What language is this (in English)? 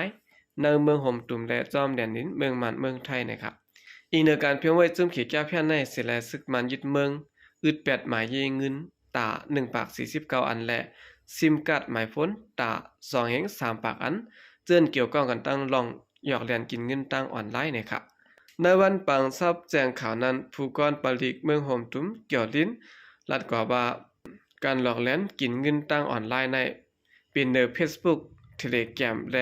Shan